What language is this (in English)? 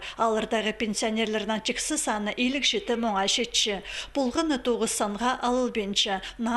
Khakas